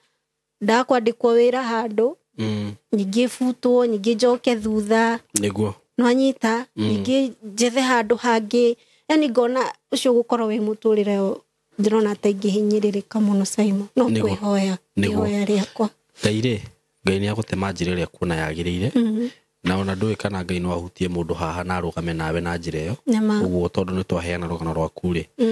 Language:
Kikuyu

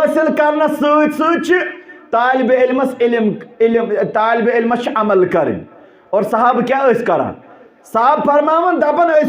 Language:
Kashmiri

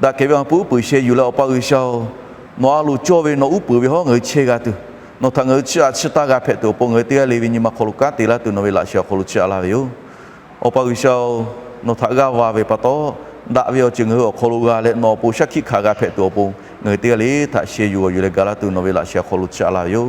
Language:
Lahu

